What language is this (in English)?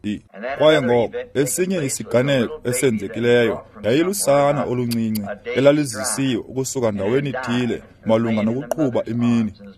Xhosa